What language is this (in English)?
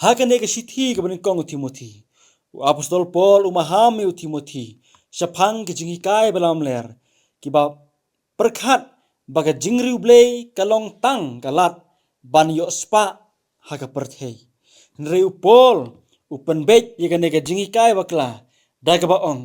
Khasi